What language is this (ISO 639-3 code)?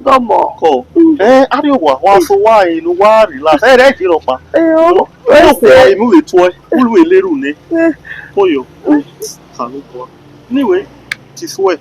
bin